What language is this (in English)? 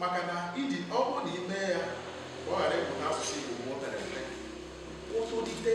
Igbo